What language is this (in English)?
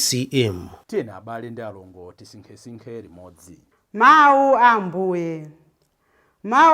Nyanja